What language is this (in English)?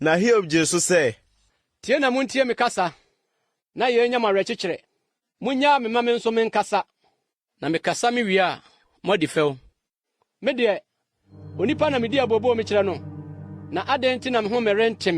Akan